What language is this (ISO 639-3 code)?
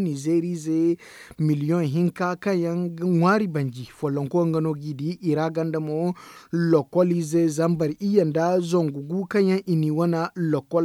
dje